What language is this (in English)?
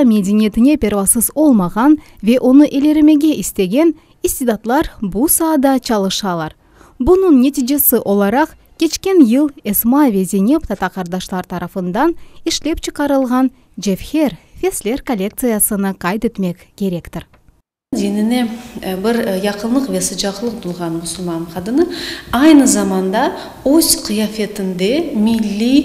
Crimean Tatar